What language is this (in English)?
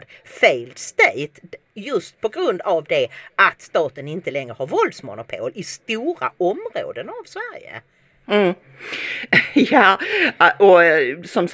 Swedish